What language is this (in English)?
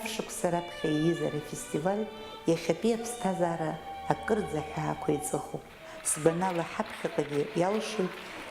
Abkhazian